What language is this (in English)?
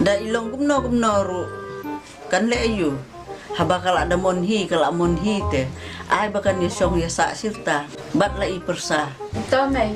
Khasi